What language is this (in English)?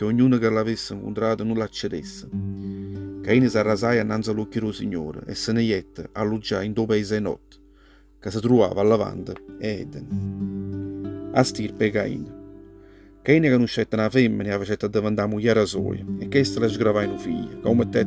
Neapolitan